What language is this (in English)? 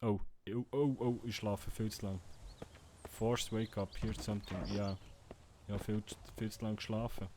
Swiss German